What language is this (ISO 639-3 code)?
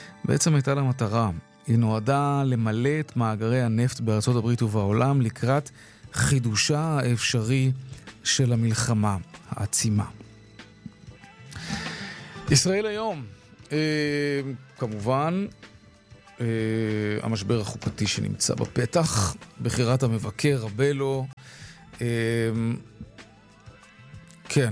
heb